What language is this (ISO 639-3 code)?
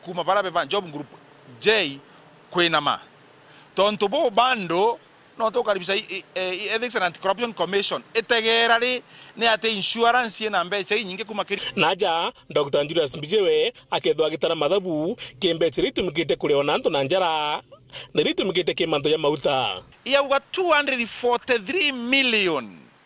mer